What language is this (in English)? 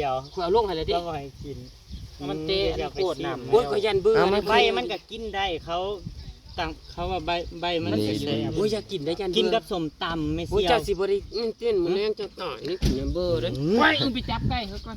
Northeastern Thai